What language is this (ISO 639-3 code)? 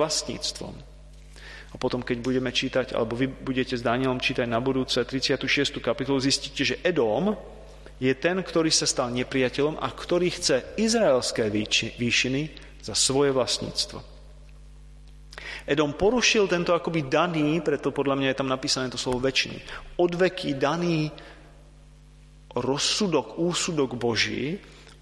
slk